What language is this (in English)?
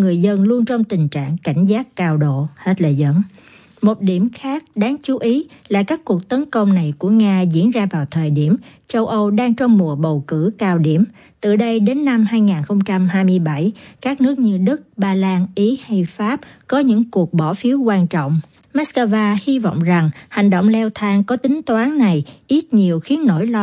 Vietnamese